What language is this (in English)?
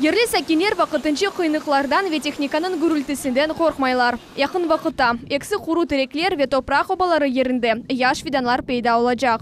Crimean Tatar